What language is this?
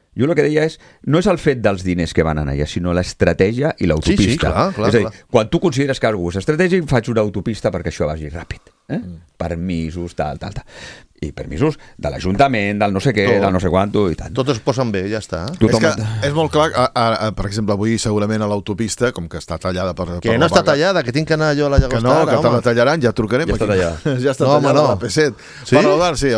Catalan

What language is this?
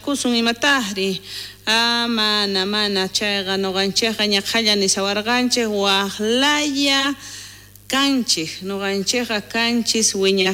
South Bolivian Quechua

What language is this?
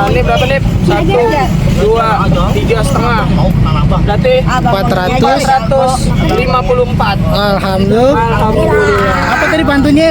Betawi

